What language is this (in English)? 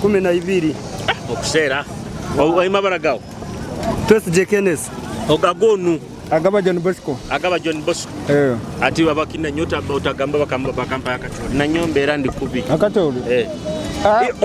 Nyoro